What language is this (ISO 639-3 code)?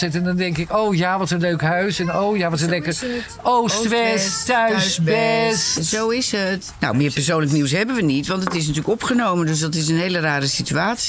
nld